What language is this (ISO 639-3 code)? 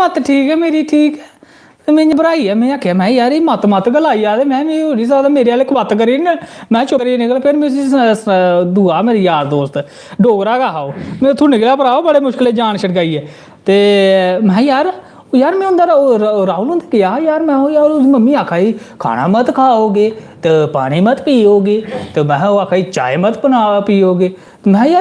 doi